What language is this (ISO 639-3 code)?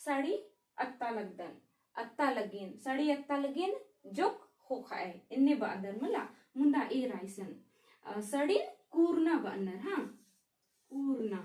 kru